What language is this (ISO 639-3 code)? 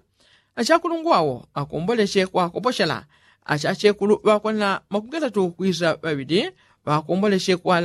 yao